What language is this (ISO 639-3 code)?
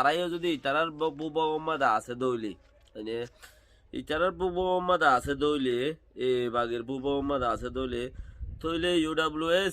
rhg